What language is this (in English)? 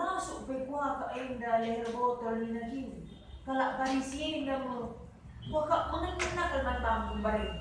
Batak Karo